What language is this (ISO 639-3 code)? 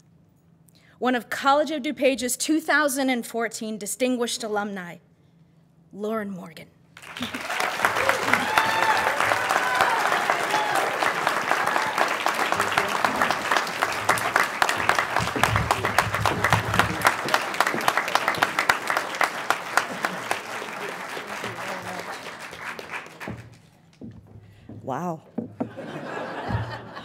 eng